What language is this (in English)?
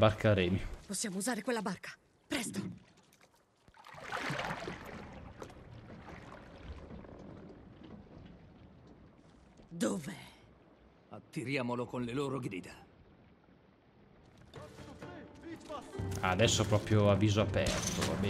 Italian